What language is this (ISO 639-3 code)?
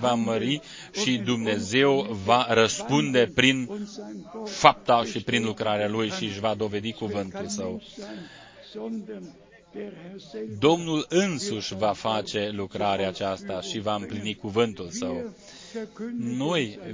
ron